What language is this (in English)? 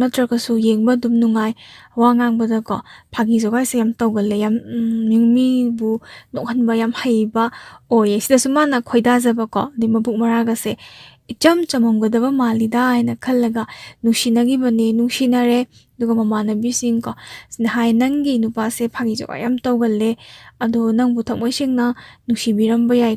Manipuri